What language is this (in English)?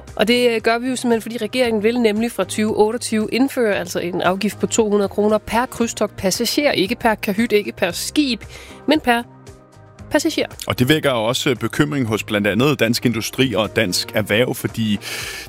Danish